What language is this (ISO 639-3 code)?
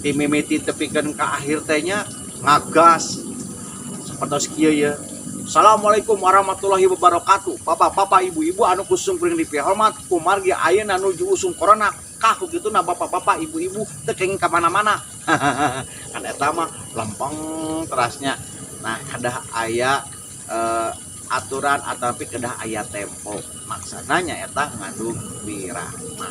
sun